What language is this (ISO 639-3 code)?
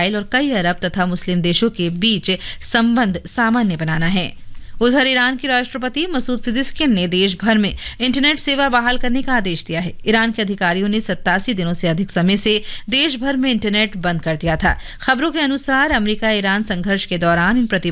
hin